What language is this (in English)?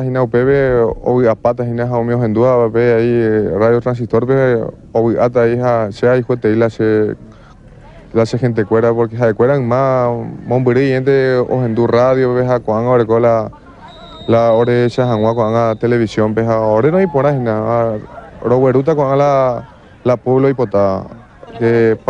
Guarani